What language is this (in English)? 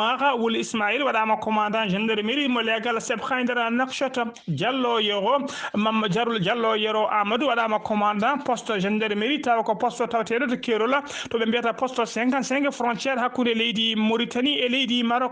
Fula